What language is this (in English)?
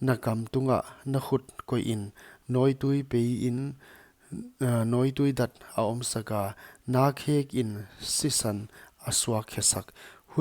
Paite Chin